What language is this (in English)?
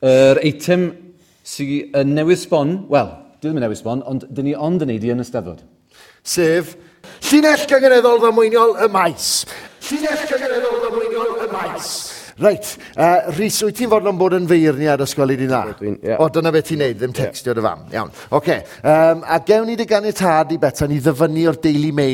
Welsh